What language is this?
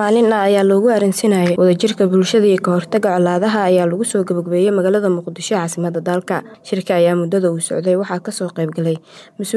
Somali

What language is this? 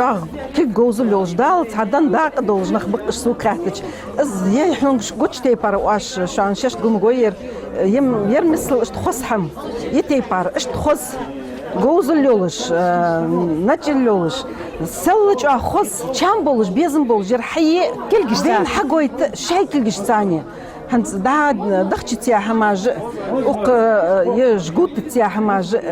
Ingush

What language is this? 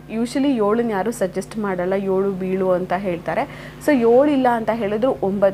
Kannada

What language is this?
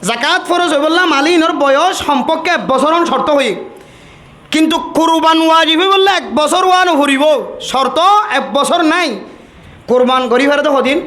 Rohingya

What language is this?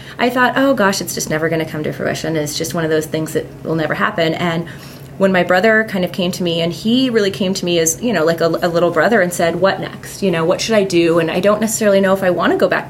English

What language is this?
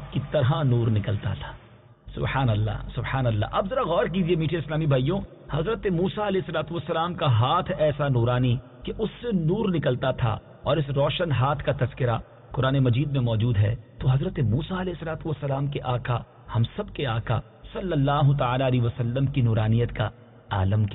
Urdu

